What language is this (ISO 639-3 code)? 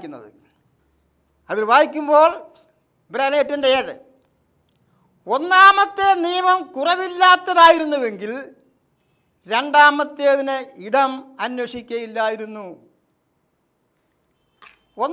mal